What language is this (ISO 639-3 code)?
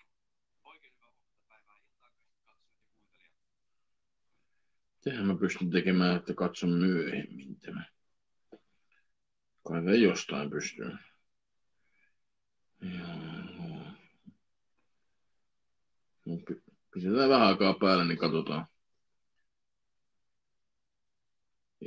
fin